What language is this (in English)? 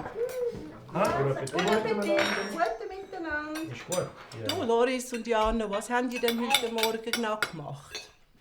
Romansh